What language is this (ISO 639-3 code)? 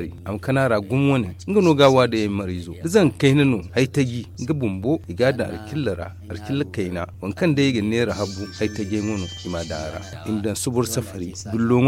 dje